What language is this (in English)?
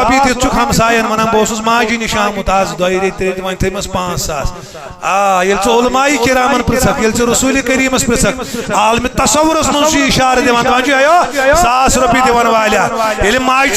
Kashmiri